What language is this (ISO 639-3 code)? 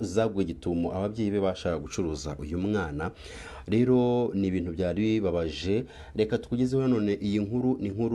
kin